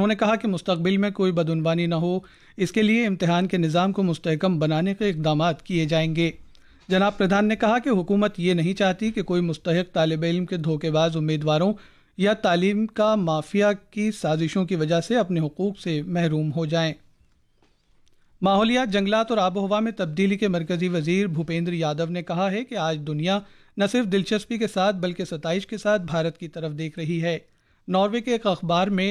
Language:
Urdu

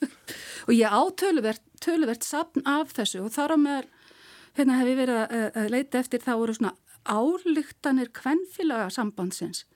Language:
Icelandic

